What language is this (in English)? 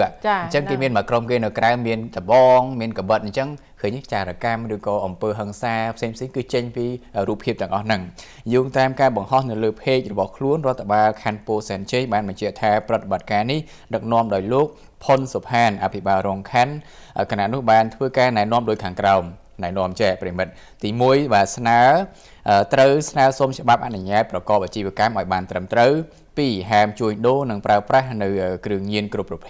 Khmer